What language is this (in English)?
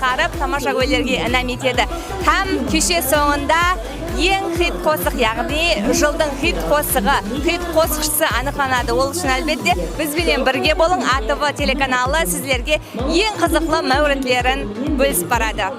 Kara-Kalpak